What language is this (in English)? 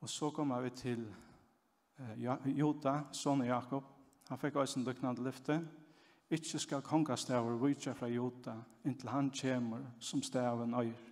Faroese